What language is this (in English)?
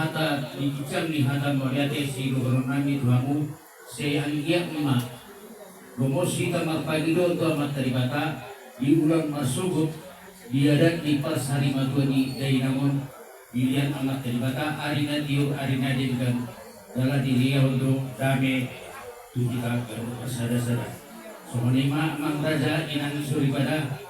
Batak Toba